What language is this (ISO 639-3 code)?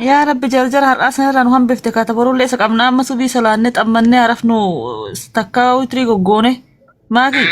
orm